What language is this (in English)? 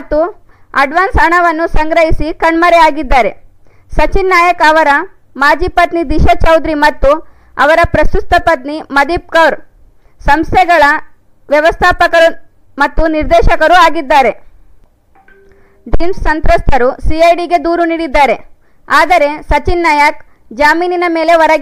Kannada